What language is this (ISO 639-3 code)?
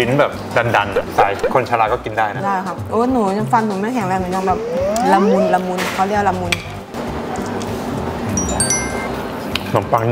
tha